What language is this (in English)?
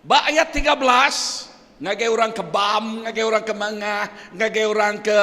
Iban